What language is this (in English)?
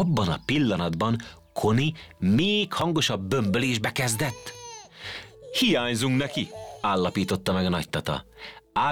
Hungarian